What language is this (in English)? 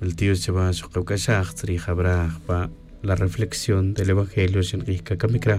Tz'utujil